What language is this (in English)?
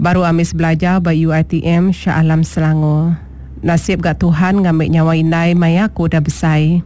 Iban